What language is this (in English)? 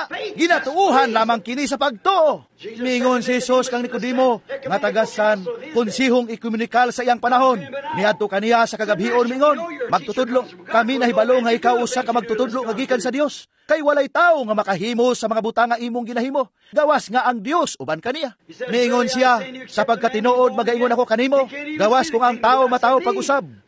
Cebuano